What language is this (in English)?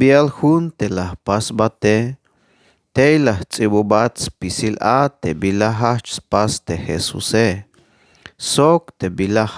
Tzeltal